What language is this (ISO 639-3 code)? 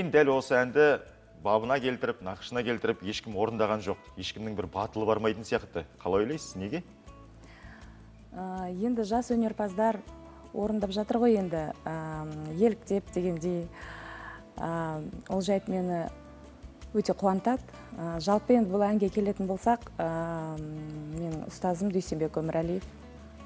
kaz